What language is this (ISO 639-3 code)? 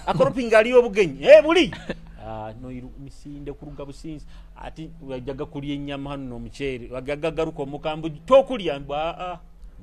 nyo